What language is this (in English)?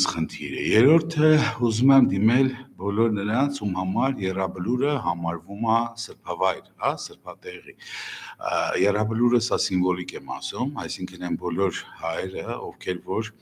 Armenian